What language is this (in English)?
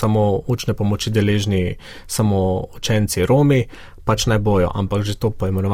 Slovenian